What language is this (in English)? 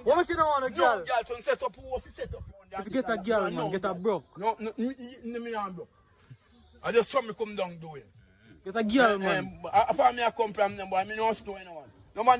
Jamaican Creole English